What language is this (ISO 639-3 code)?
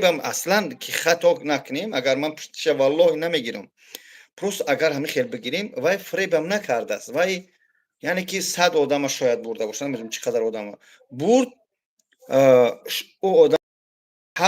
tgk